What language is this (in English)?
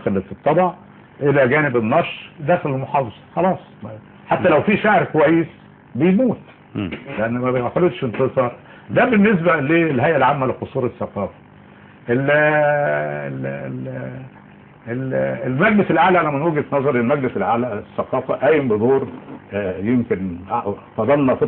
Egyptian Arabic